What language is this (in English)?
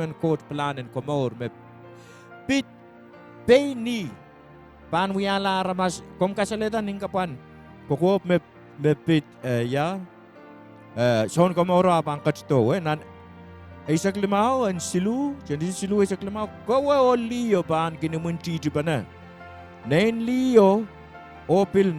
Pohnpeian